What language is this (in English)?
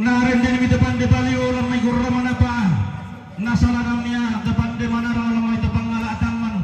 Toraja-Sa'dan